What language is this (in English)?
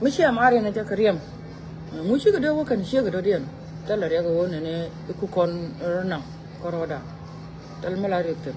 Nuer